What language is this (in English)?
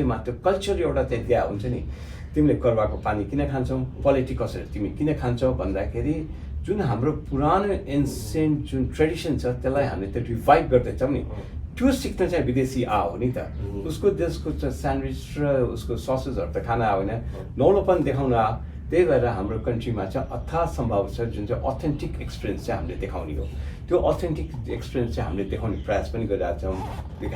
Nepali